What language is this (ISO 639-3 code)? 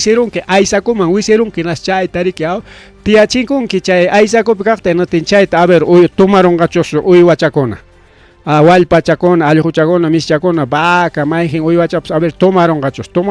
quy